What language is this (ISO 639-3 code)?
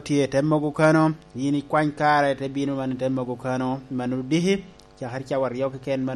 laj